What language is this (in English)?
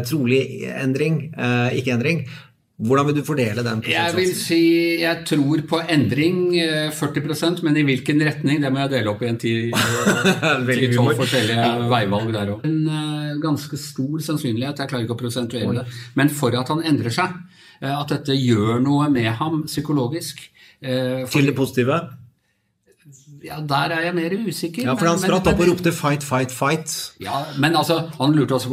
Norwegian